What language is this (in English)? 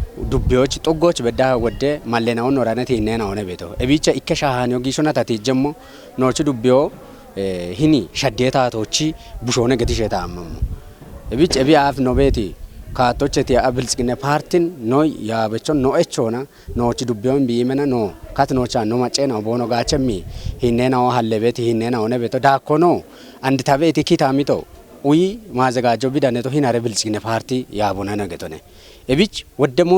Kafa